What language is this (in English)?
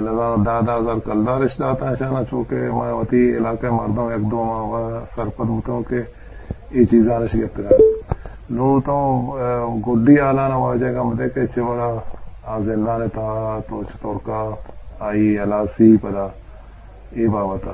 Eastern Balochi